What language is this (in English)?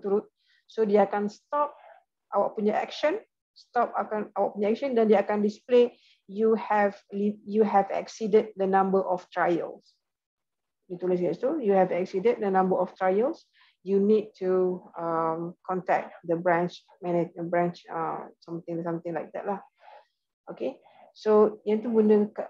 Malay